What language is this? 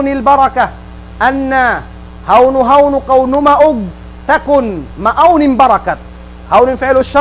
Tausug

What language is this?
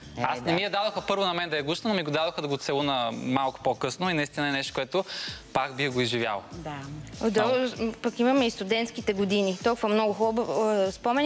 Bulgarian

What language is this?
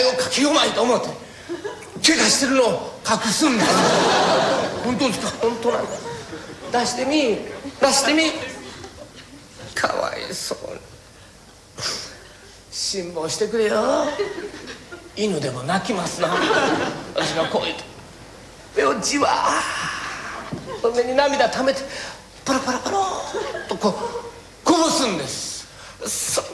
Japanese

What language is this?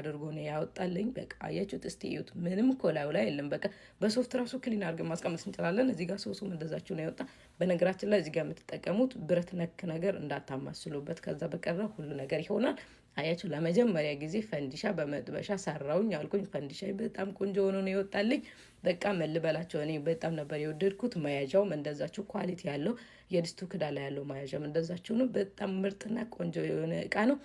Amharic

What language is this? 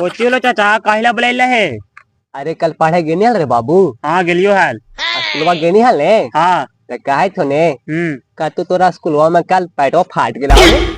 Magahi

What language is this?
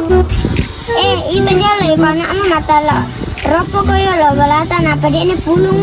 Buginese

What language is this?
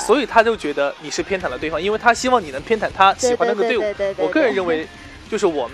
Chinese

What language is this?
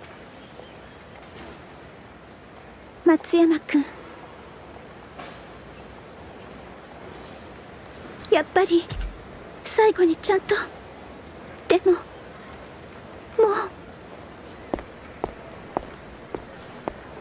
Japanese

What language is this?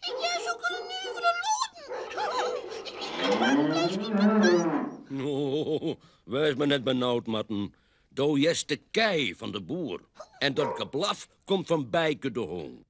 Western Frisian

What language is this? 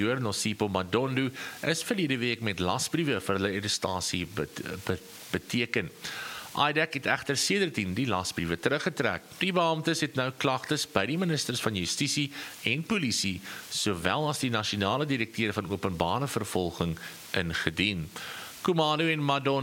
Afrikaans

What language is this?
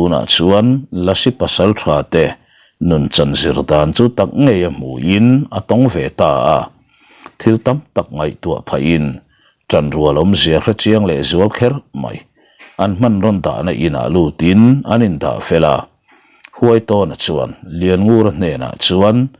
Mizo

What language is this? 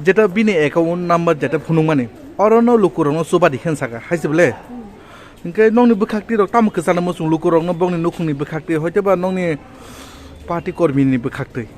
Kok Borok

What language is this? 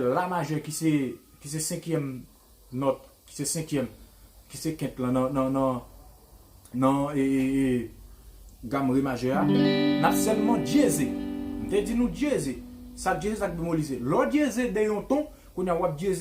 Haitian Creole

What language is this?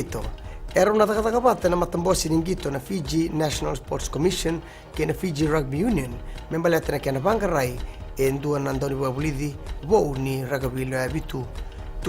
Fijian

